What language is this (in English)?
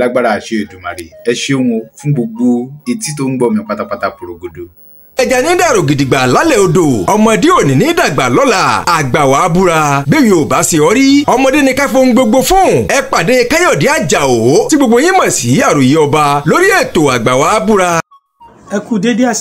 Yoruba